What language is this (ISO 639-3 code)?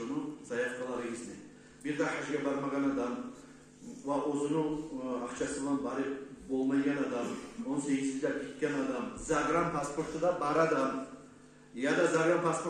kum